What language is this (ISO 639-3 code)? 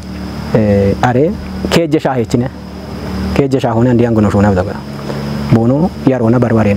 kbr